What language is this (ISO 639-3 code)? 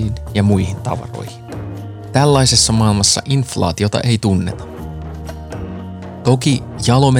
fin